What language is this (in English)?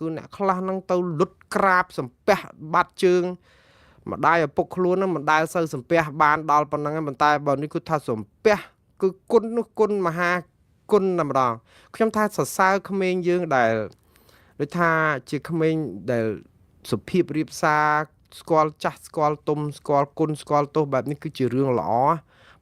Khmer